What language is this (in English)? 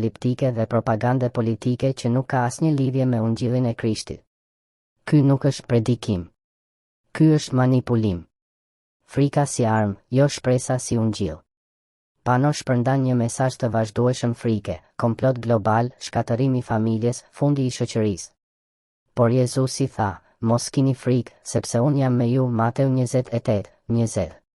Albanian